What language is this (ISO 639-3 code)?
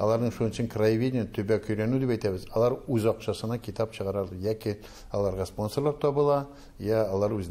tat